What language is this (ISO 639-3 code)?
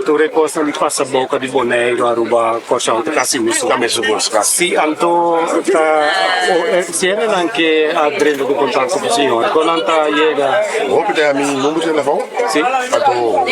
pap